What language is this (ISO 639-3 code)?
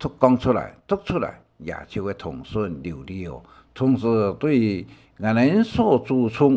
hak